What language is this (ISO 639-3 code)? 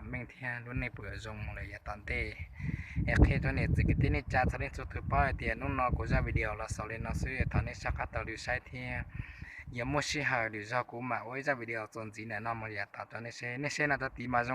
hmn